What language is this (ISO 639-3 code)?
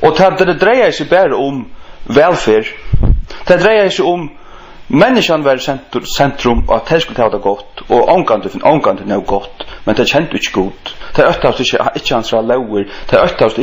fao